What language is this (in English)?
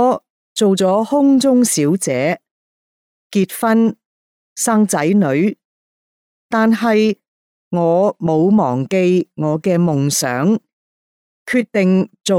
Cantonese